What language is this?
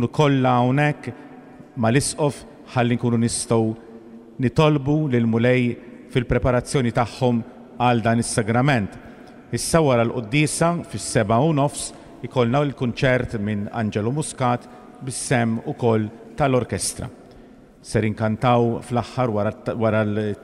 Maltese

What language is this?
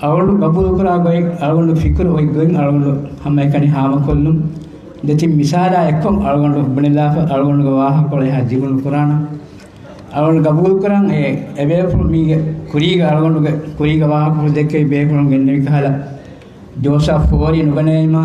Divehi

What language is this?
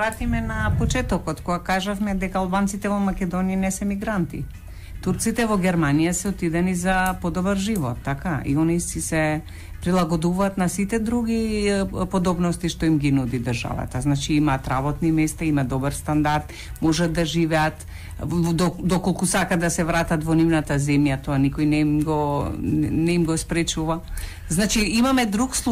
Macedonian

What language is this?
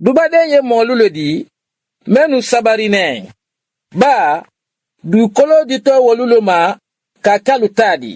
Mandingo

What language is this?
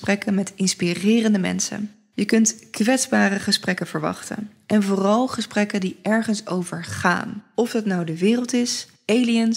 Dutch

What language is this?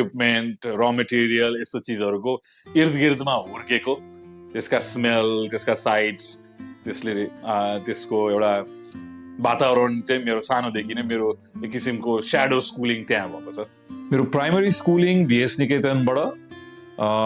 Nepali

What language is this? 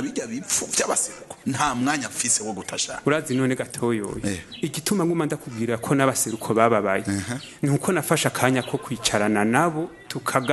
Rundi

